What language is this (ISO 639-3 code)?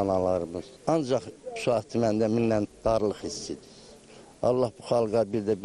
aze